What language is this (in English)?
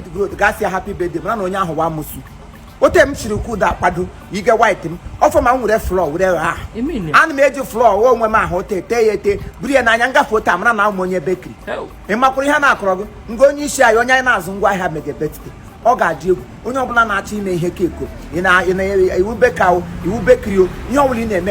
Igbo